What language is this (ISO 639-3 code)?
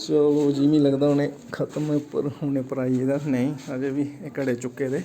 doi